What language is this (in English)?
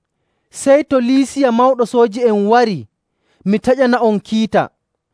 Nigerian Fulfulde